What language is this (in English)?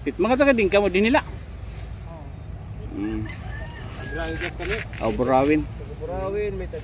Waray